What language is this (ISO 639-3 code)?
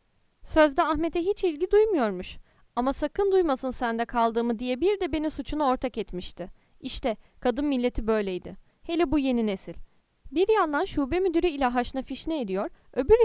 tur